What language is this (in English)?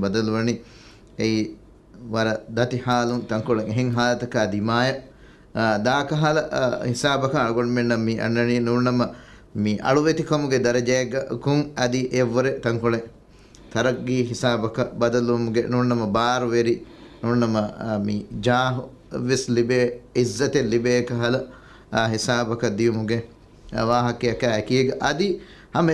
Divehi